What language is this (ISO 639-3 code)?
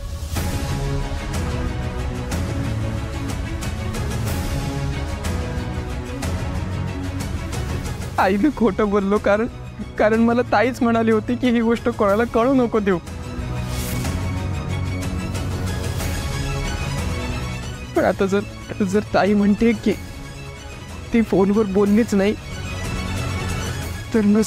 mar